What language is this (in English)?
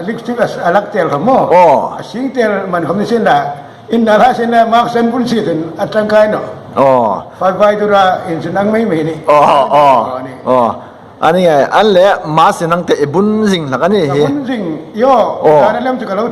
Hmar